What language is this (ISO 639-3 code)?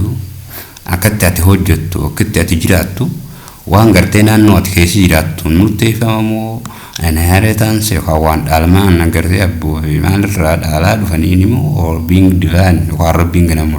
orm